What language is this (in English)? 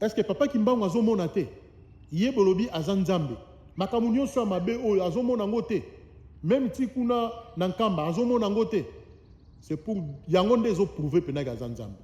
Lingala